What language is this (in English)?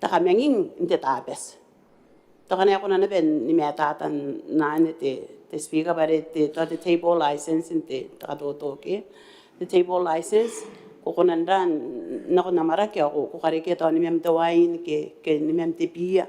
Gilbertese